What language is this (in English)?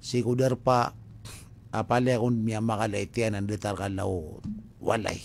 Maranao